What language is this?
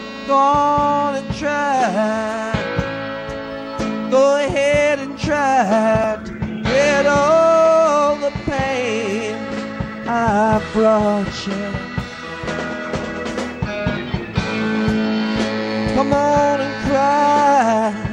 English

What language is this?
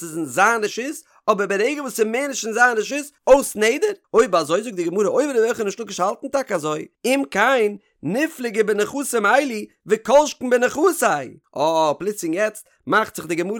Yiddish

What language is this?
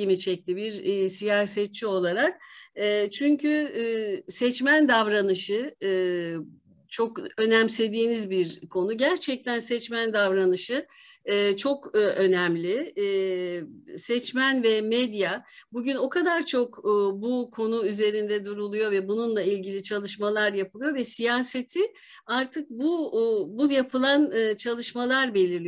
Turkish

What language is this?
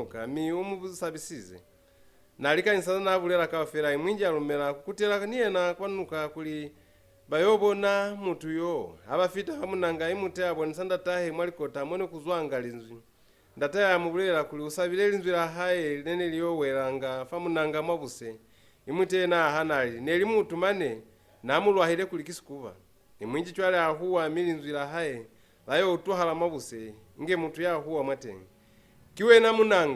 Lozi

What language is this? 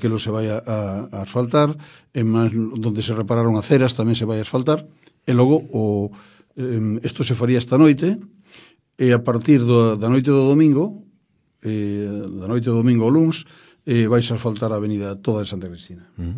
Galician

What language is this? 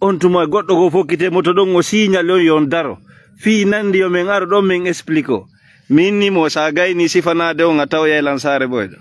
Pular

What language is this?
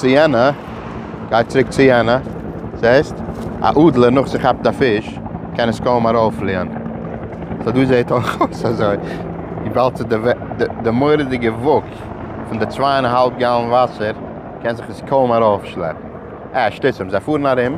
Yiddish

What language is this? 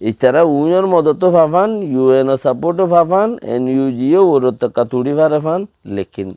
Rohingya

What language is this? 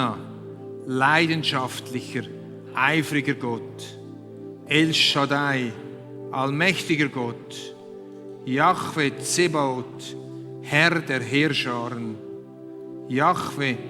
Swiss German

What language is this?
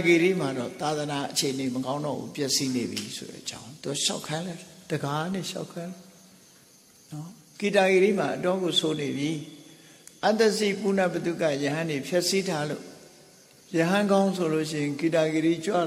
Burmese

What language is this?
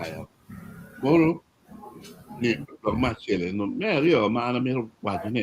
Acoli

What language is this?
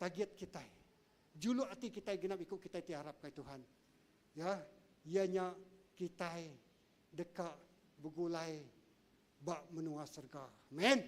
Iban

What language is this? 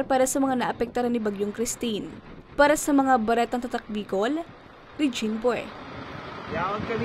Bikol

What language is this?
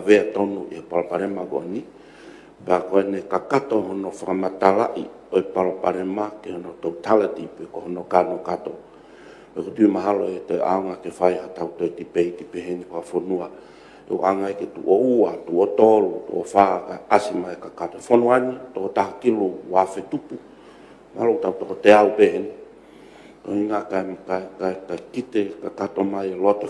Tongan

